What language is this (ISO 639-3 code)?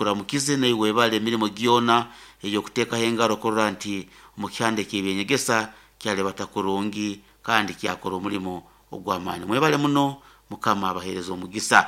nyn